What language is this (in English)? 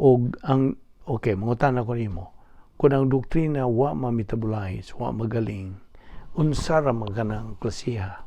Cebuano